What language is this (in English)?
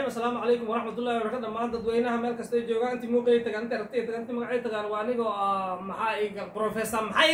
Somali